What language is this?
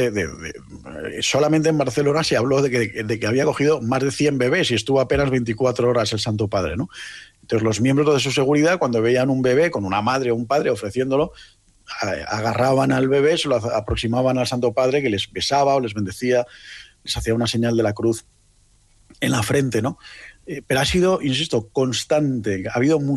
Spanish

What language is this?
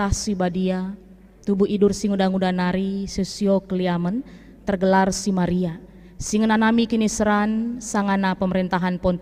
Batak Karo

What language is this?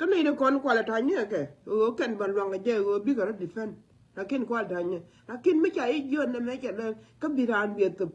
Nuer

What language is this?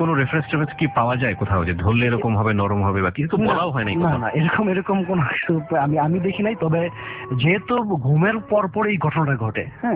Bangla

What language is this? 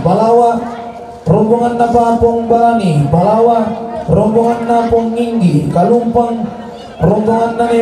Toraja-Sa'dan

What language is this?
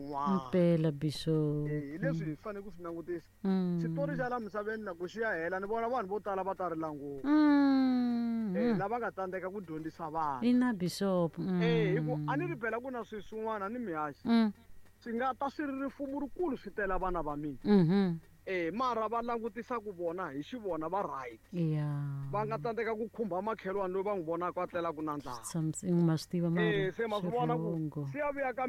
Tsonga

